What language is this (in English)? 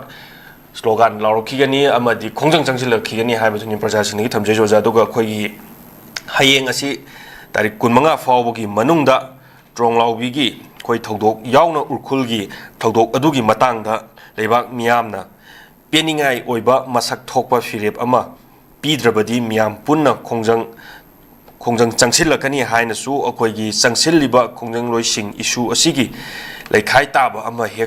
Manipuri